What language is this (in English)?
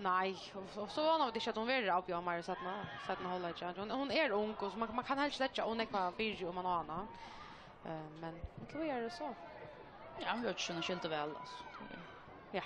Faroese